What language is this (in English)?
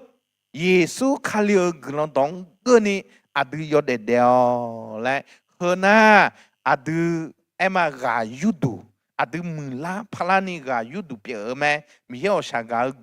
Akha